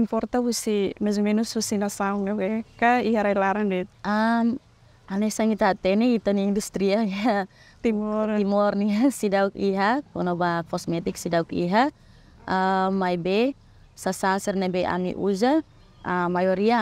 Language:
Tetum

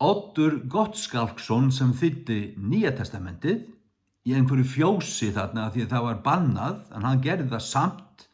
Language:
Faroese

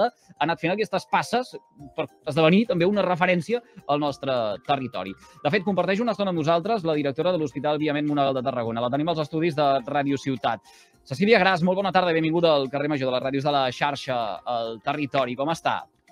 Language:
Catalan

